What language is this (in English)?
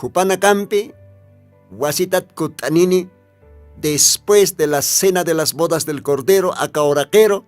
Aymara